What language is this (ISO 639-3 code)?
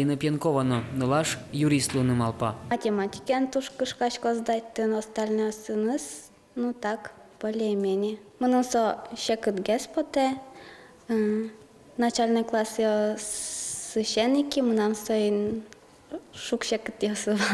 udm